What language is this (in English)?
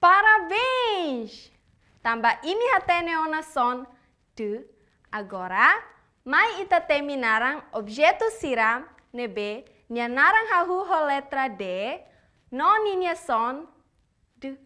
Tetum